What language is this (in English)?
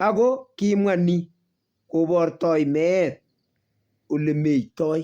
Kalenjin